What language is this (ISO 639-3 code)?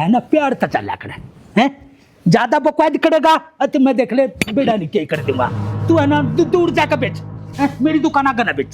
bgc